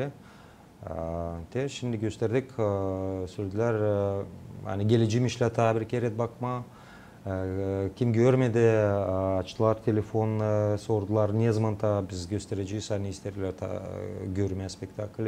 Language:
Gagauz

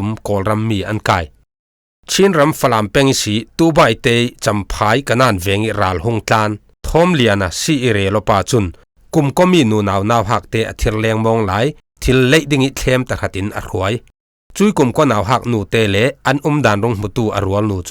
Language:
Falam Chin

